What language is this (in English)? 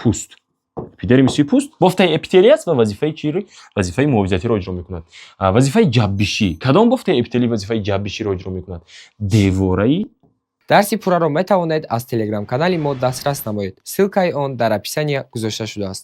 Tajik